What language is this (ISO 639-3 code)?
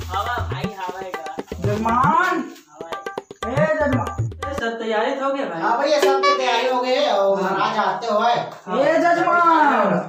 hne